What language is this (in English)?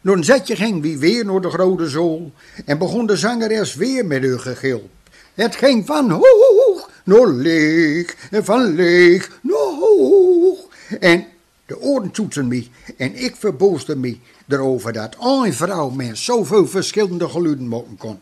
Gronings